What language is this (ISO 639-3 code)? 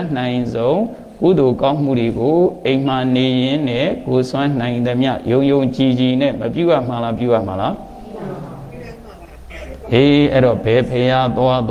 mya